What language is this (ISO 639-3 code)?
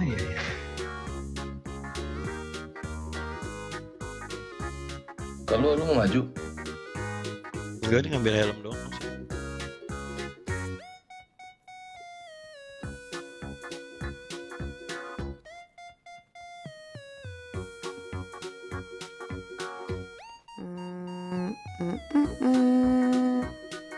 ind